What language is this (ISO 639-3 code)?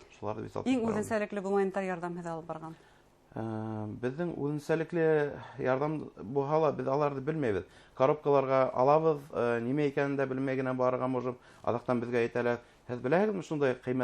bak